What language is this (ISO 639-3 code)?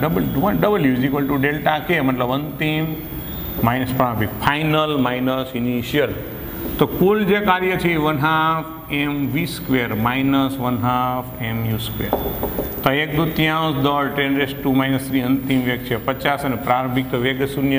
guj